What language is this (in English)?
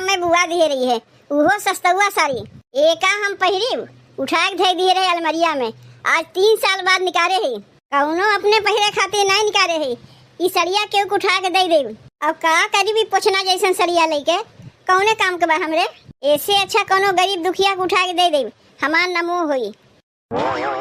Awadhi